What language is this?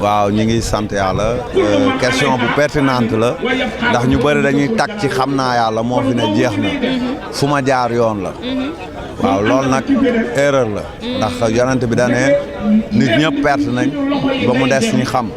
Wolof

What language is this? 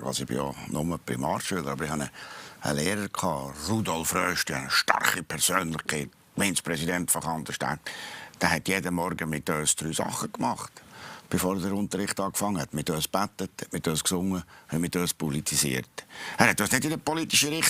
Swiss German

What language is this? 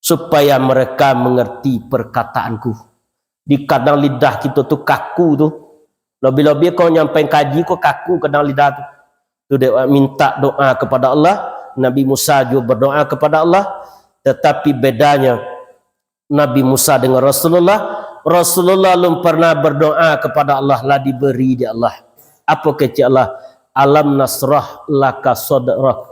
Minangkabau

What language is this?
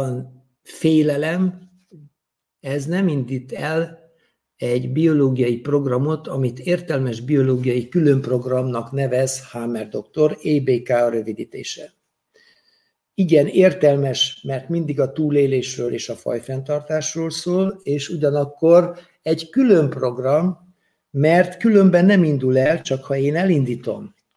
Hungarian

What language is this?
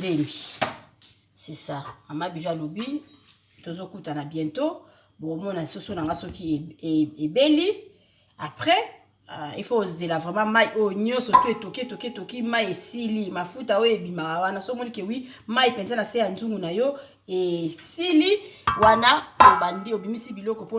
Lingala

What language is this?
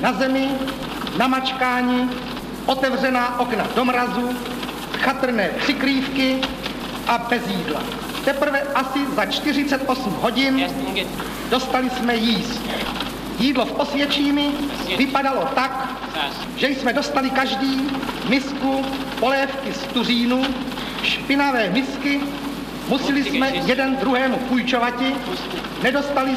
Czech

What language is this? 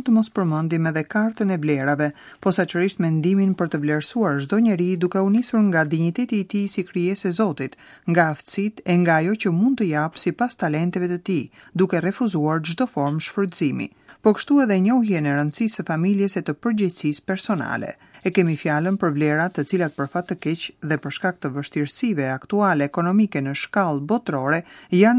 Albanian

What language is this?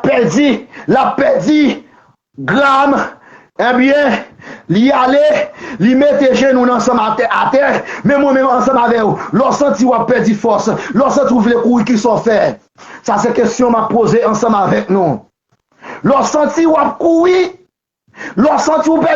Haitian Creole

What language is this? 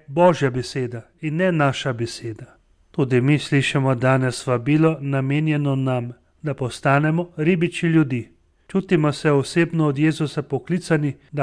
Slovenian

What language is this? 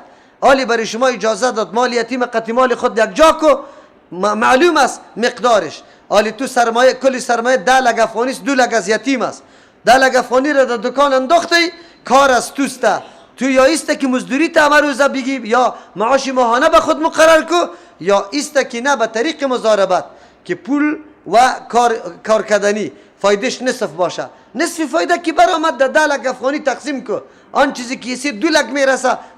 Persian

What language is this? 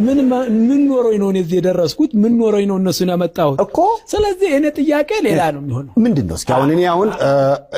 Amharic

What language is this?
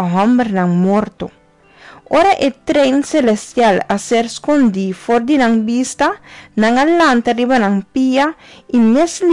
Papiamento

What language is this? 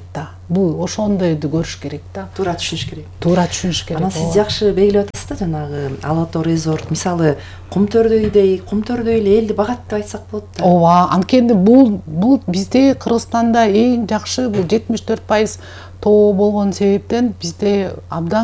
Kyrgyz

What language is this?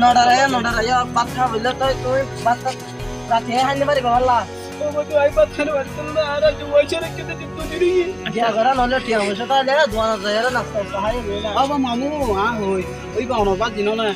Rohingya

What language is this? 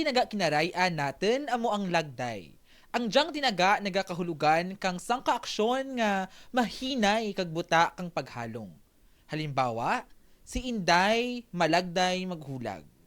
Kinaray-a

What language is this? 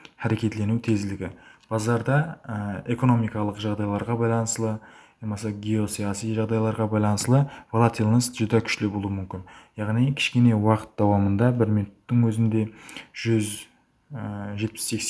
Kara-Kalpak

